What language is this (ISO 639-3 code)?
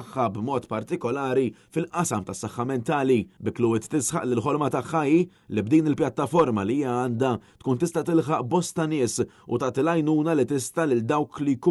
mlt